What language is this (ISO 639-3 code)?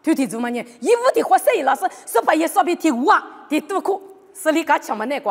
lis